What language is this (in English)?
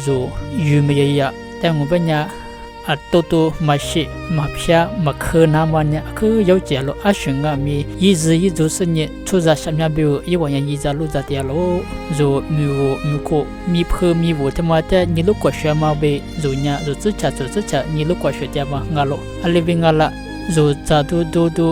Lisu